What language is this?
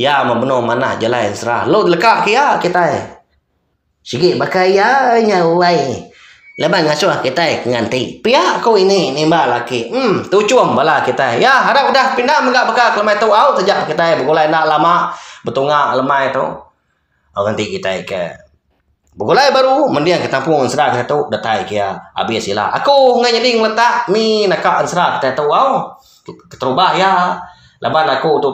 Iban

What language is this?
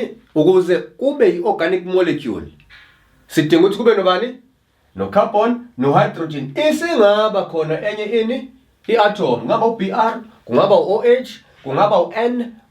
Zulu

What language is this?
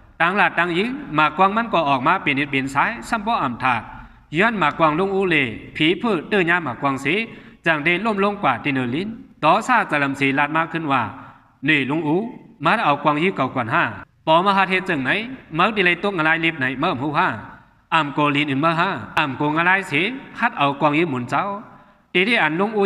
Shan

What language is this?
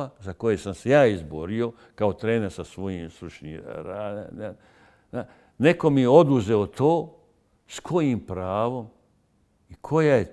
Bosnian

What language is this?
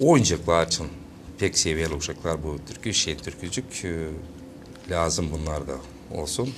Gagauz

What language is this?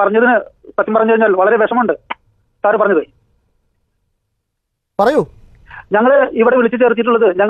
Malayalam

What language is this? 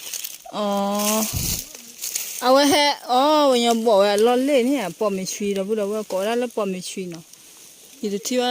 S'gaw Karen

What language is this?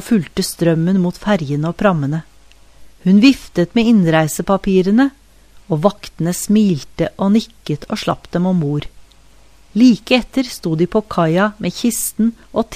Norwegian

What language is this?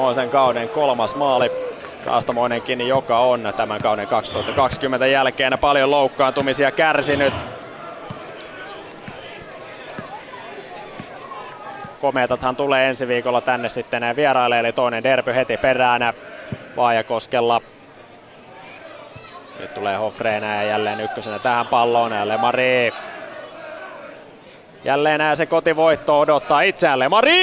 Finnish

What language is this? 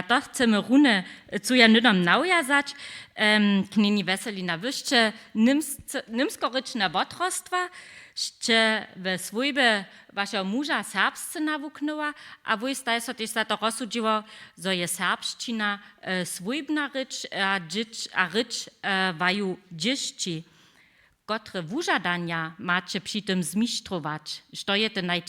Upper Sorbian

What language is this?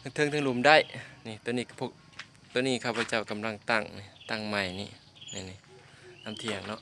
Lao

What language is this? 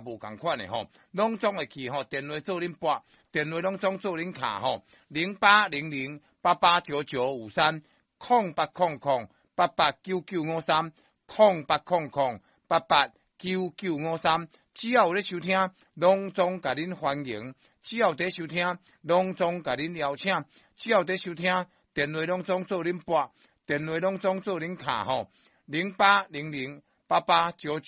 Min Nan Chinese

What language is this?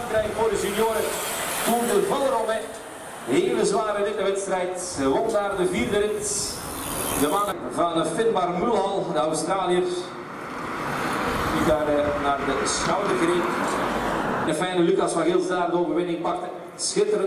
Dutch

